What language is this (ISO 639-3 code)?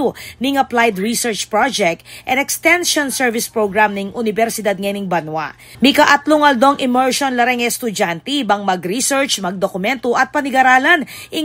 pam